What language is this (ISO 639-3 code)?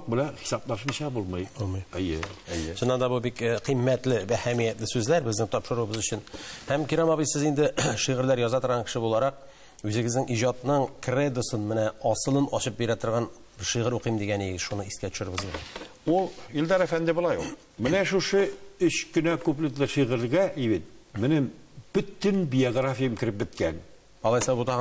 tat